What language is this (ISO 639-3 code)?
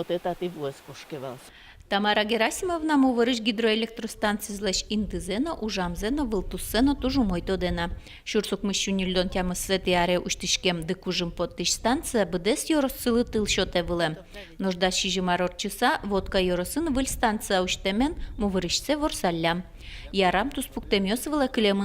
udm